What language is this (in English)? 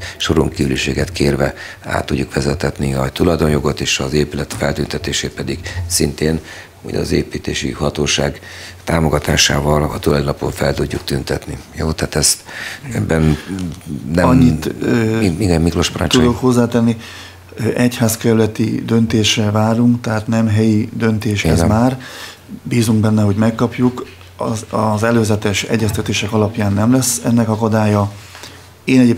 Hungarian